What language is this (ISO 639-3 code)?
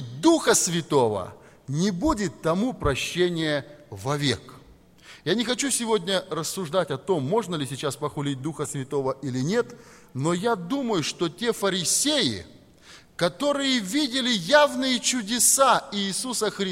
rus